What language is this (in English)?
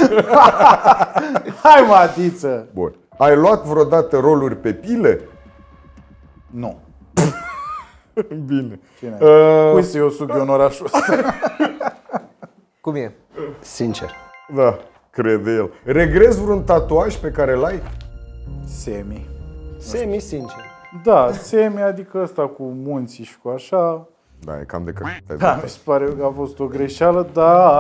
Romanian